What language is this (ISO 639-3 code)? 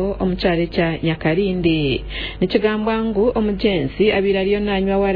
nyn